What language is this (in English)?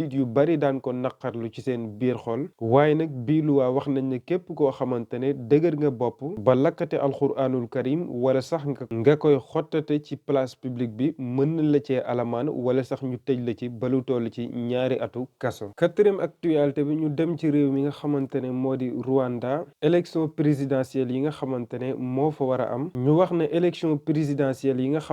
Wolof